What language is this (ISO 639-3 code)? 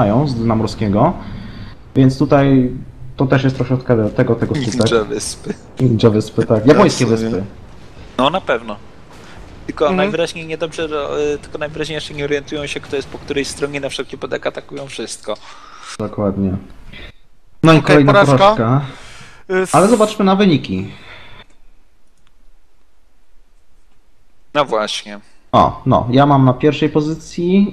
pol